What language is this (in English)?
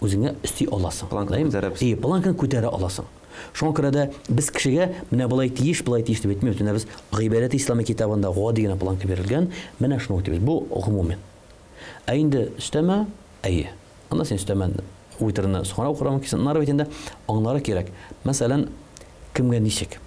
Tatar